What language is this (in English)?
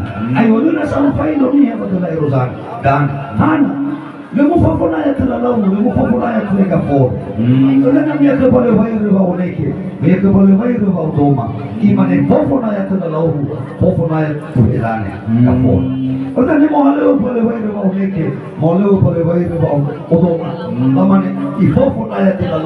Nias